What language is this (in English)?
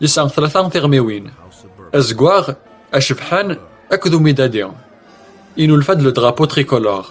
Kabyle